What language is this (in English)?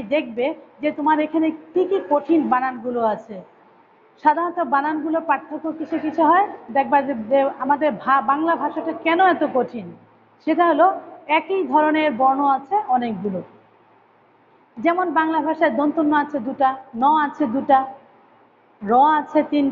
Bangla